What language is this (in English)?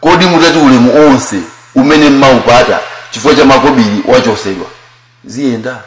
Nyanja